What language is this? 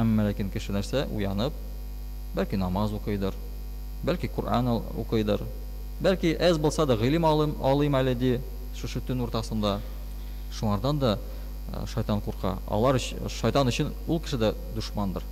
Tatar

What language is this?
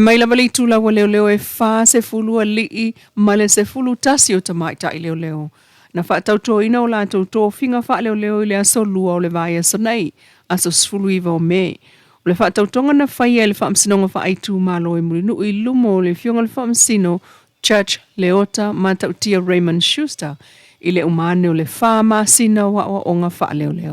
Samoan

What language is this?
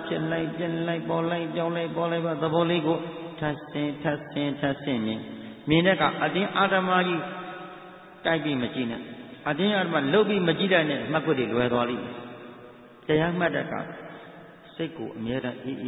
Burmese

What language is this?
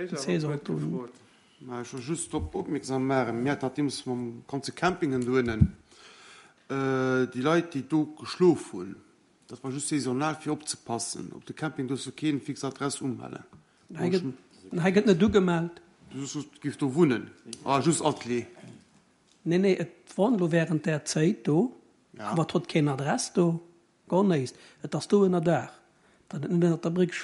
Luxembourgish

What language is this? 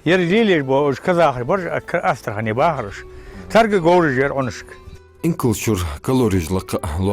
Ingush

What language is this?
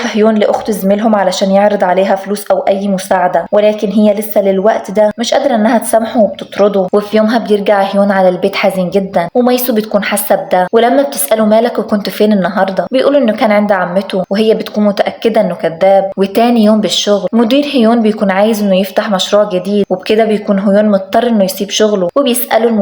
Egyptian Arabic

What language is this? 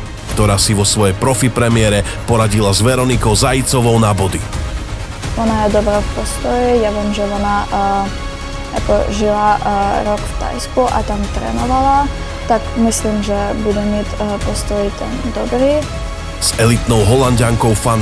Slovak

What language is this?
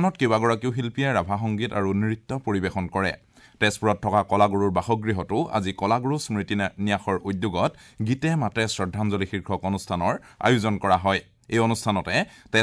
Assamese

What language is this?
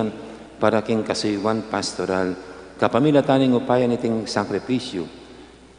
Pampanga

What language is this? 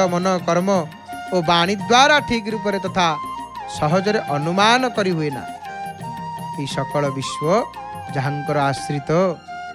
Odia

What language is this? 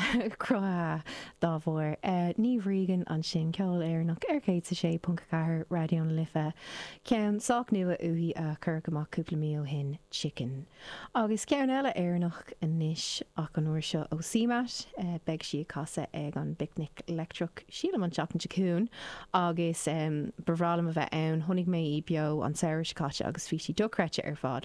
Irish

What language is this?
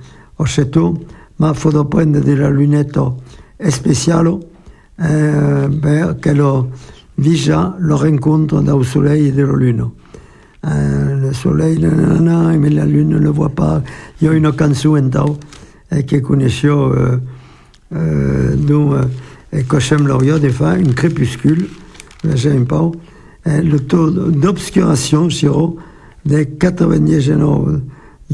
French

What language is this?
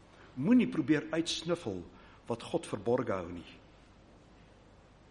Afrikaans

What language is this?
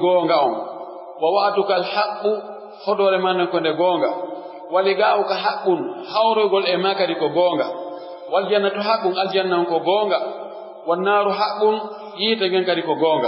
Pular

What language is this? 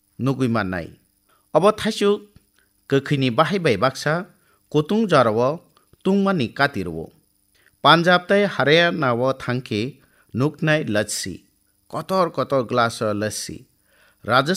Kok Borok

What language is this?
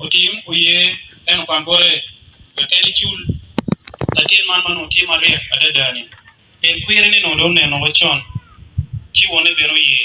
Acoli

